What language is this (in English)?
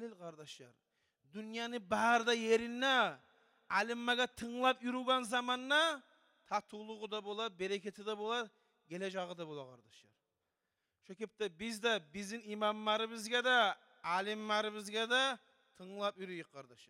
Kumyk